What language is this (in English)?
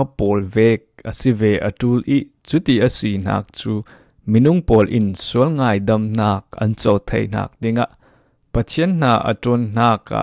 Falam Chin